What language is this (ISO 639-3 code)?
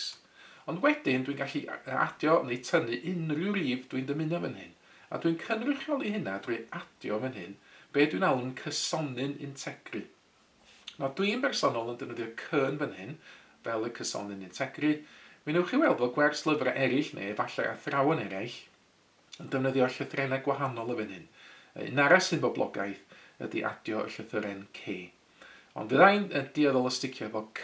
cym